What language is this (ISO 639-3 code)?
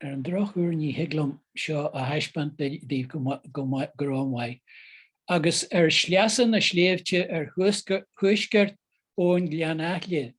gle